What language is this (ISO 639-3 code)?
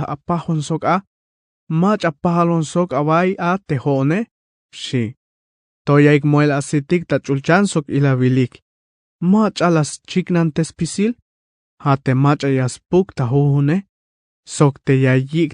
tzh